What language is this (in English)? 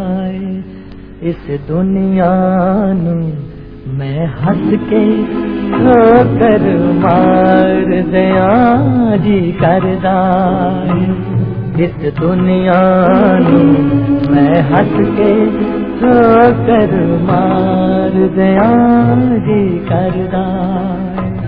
Punjabi